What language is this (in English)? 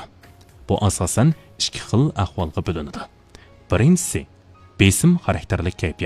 Uyghur